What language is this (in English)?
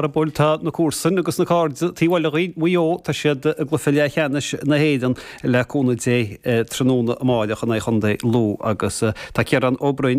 Irish